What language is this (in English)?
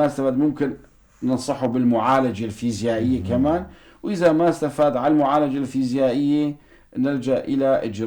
North Levantine Arabic